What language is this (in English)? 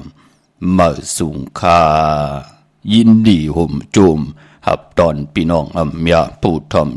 Shan